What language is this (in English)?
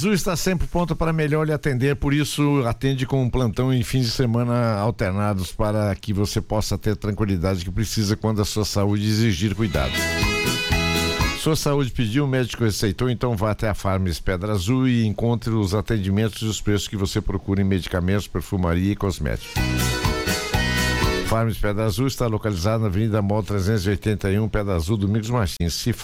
Portuguese